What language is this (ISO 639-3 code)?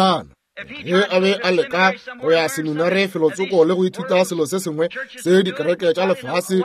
nso